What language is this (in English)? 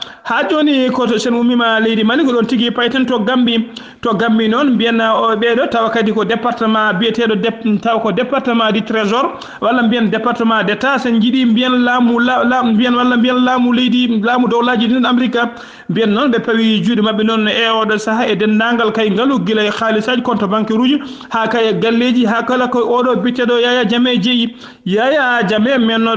Fula